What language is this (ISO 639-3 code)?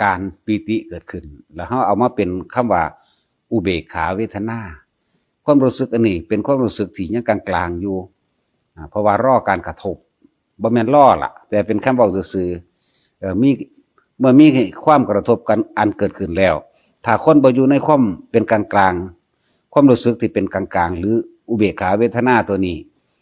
tts